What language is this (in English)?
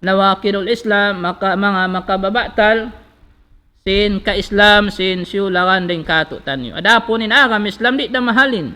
Tausug